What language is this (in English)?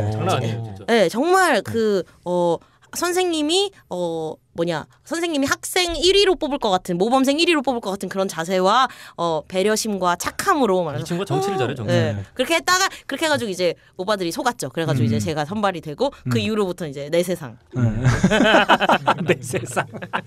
Korean